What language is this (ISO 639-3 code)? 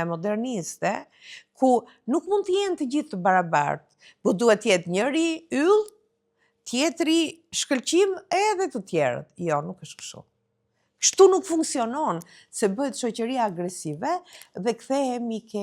sqi